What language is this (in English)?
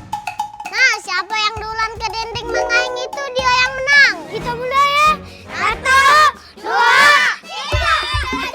Musi